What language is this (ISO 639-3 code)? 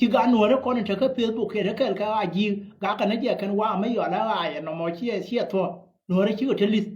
nus